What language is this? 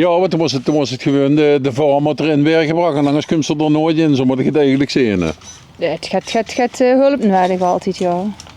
Limburgish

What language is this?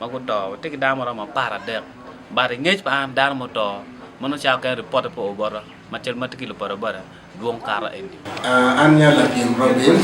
Acoli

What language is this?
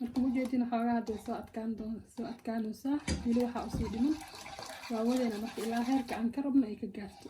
Somali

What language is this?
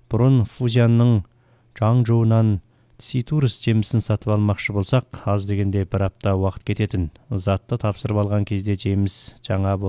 Kazakh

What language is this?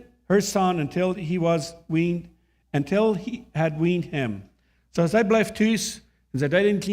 Plautdietsch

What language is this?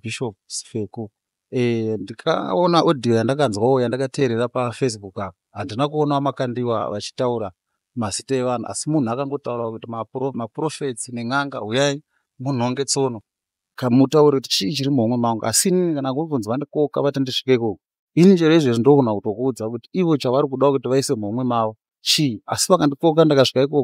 Shona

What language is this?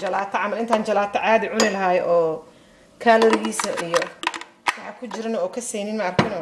Somali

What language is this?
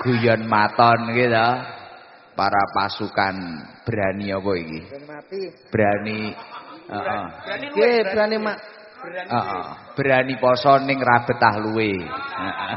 Javanese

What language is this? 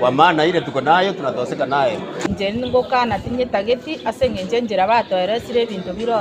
Gusii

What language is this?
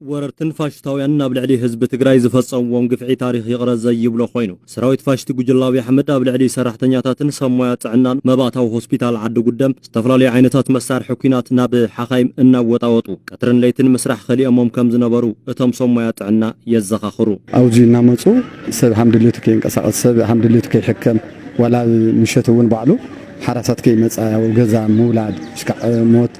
Tigrinya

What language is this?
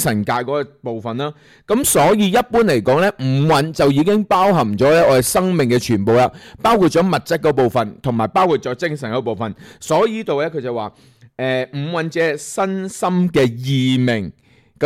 Cantonese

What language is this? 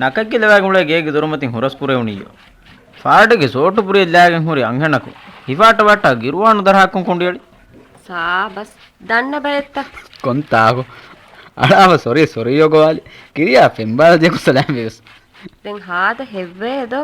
Divehi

